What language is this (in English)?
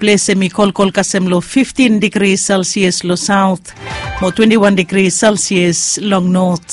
Bislama